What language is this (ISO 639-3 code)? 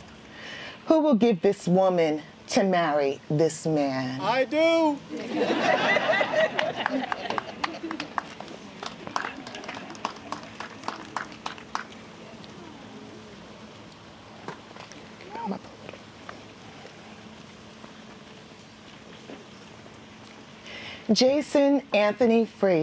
eng